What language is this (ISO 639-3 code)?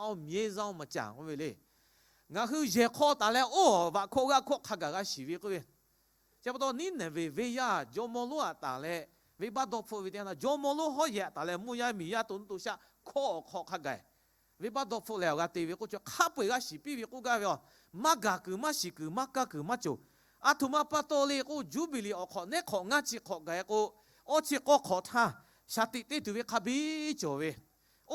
lhu